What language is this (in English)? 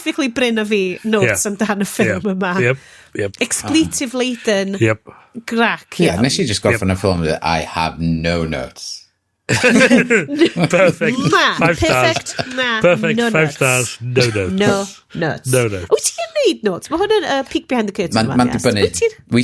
Welsh